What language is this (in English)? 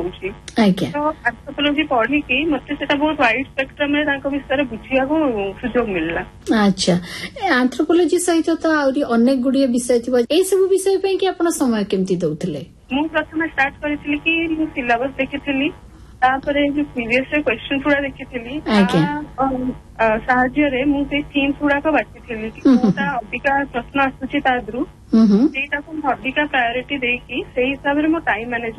Odia